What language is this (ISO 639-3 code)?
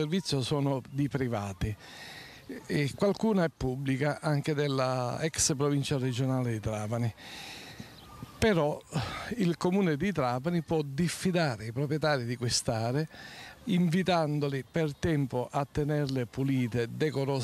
ita